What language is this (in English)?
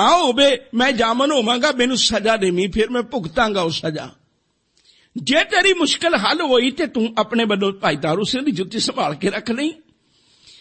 Punjabi